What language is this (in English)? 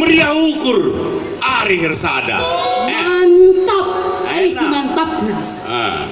Batak Karo